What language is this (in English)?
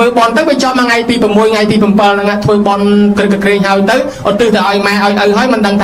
Khmer